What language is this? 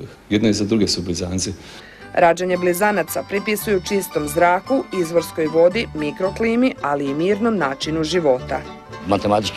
Croatian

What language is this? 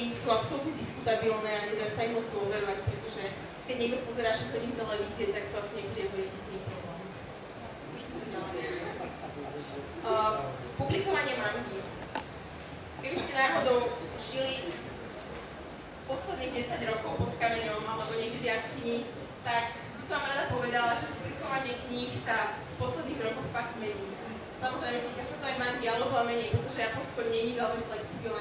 Slovak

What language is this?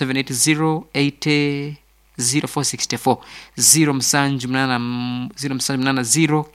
Nyankole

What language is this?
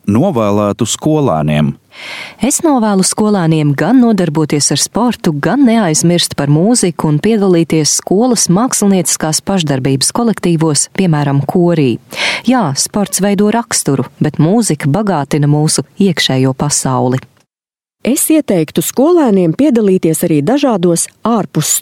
Latvian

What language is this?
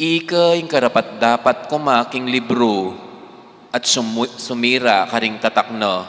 Pampanga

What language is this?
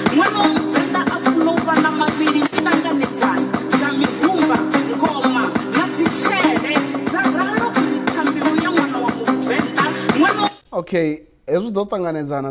Venda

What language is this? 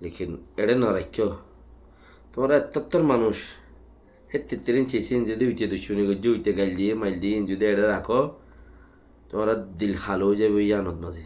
Rohingya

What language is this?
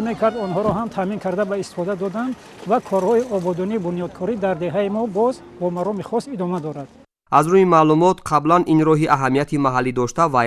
Tajik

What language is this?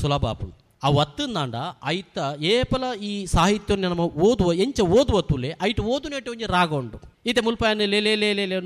Tulu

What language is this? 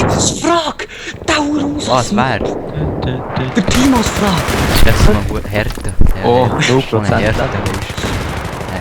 Swiss German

